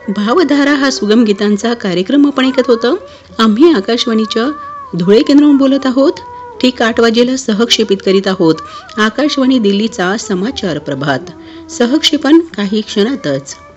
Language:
Marathi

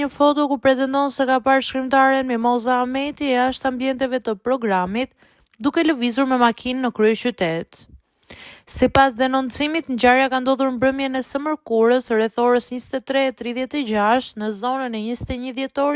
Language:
Albanian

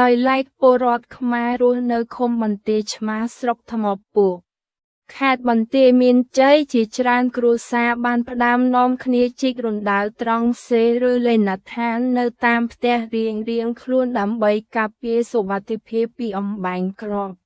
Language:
Khmer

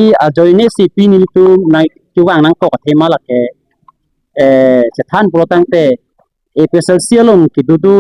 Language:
Karbi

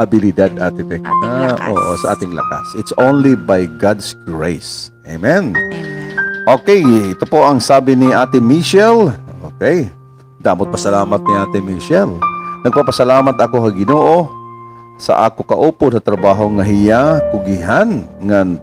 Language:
Waray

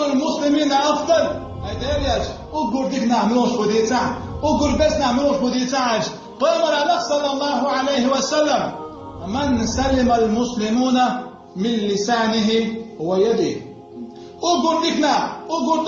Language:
Chechen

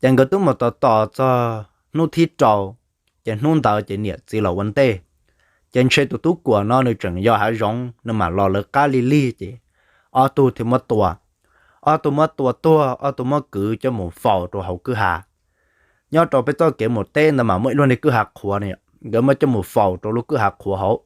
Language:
Hmong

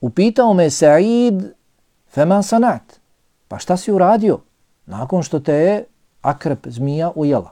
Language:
Bosnian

